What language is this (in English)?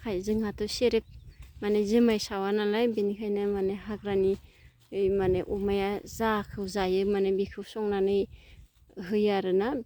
Bodo